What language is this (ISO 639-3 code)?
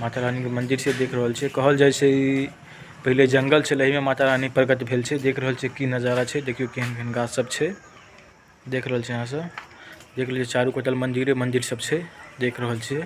mai